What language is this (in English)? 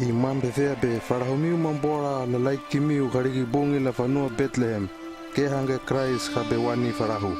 Hano